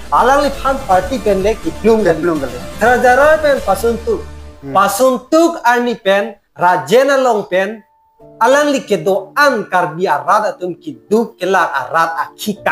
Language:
Karbi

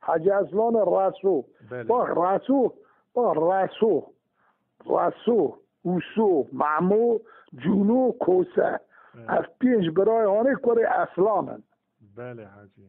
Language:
Kurdish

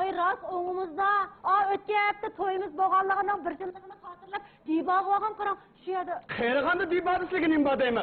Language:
Uyghur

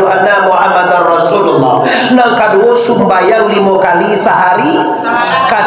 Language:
Minangkabau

